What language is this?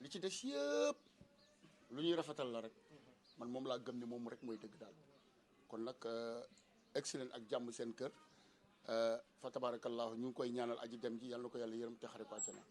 Wolof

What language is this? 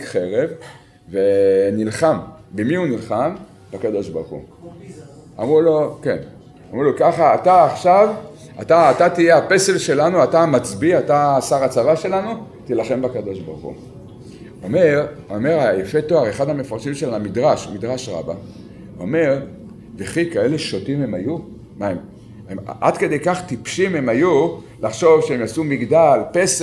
Hebrew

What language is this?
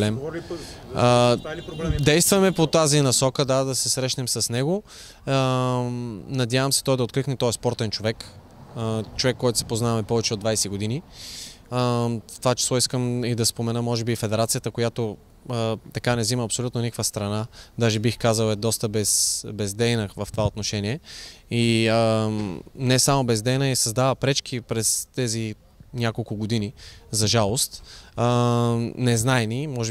Bulgarian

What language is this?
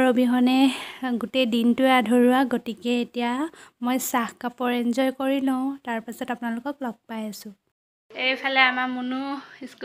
Assamese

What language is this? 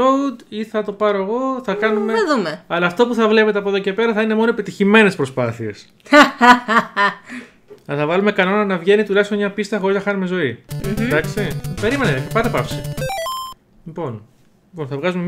Greek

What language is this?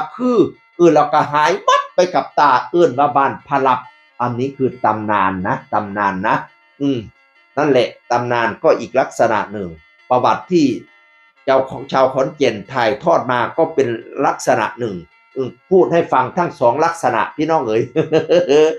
Northeastern Thai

